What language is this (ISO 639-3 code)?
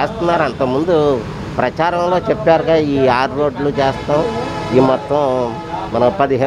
tel